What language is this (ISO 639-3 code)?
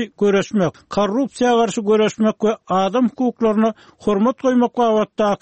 tuk